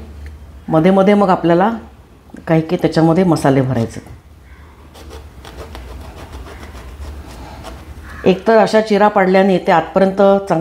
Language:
Marathi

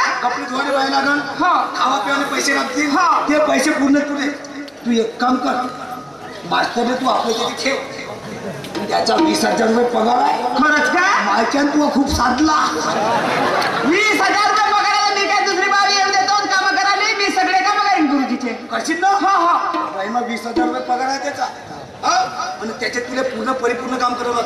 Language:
Marathi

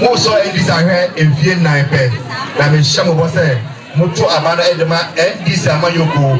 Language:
Akan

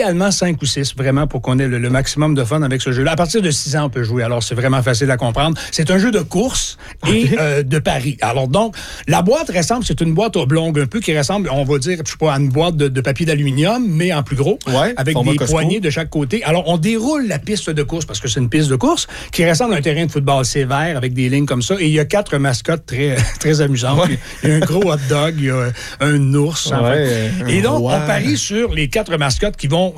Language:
French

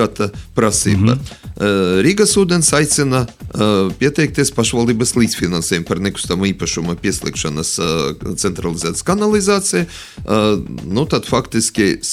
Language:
Latvian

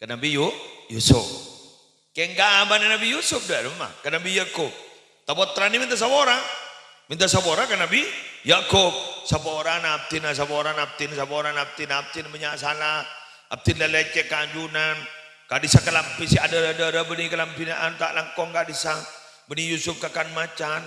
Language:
Madurese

